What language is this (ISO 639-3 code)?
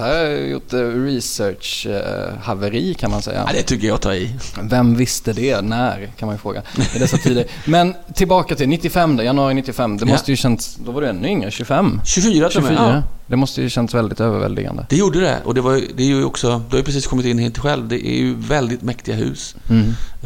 swe